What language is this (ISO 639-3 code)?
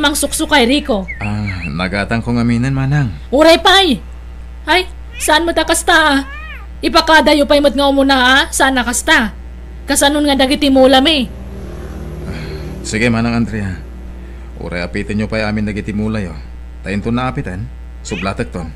ilo